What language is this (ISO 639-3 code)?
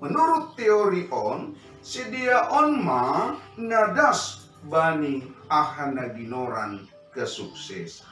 bts